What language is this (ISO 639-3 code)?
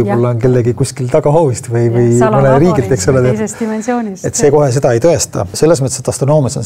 est